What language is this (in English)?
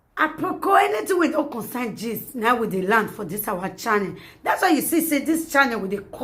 Nigerian Pidgin